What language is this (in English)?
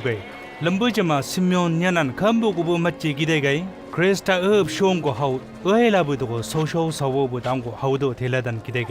Chang Naga